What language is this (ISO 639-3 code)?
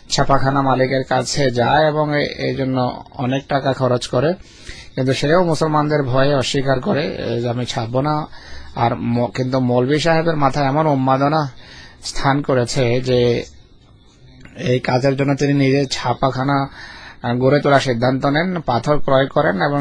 ben